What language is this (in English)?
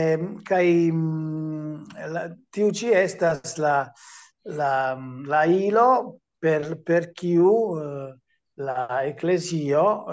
Esperanto